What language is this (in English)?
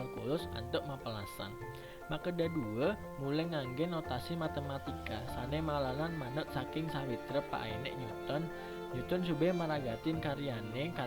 Balinese